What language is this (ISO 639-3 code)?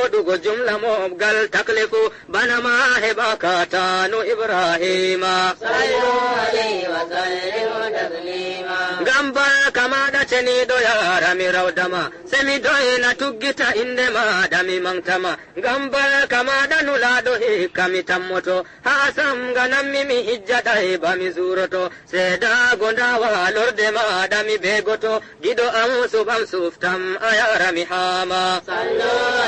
ful